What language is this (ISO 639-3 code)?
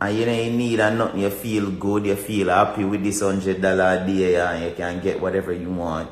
jam